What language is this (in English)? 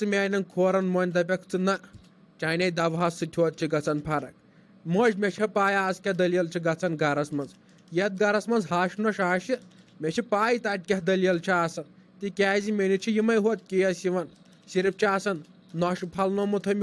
Kashmiri